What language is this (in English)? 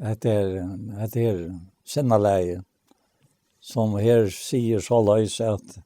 Faroese